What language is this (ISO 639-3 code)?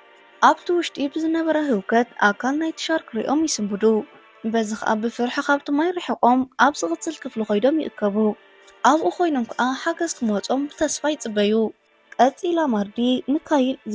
tir